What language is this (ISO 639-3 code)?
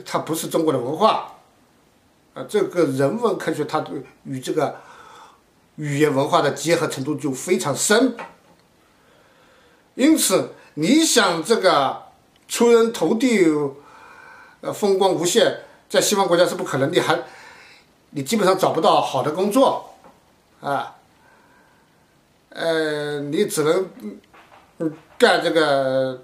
zho